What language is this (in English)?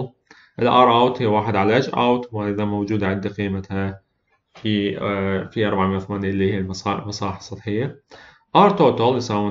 Arabic